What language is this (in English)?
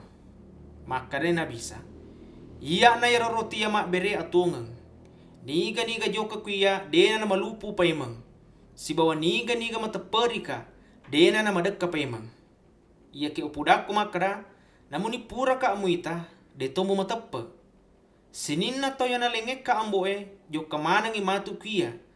Buginese